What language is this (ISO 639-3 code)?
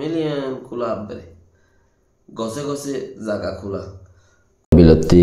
rhg